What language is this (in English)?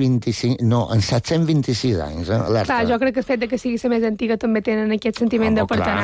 Catalan